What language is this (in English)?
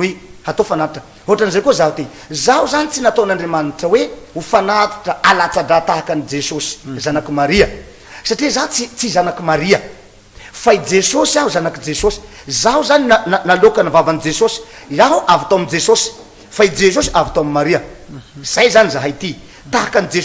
Malagasy